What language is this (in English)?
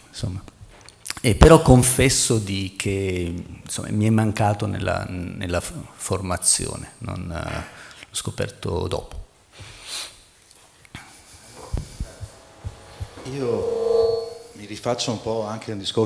Italian